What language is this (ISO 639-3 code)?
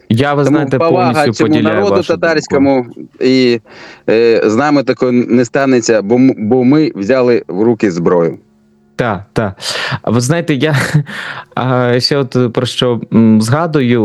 ukr